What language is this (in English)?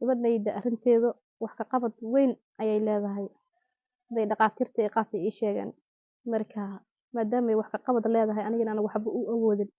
Somali